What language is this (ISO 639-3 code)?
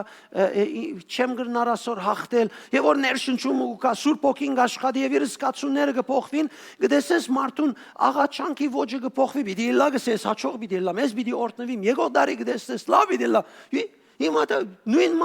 hyw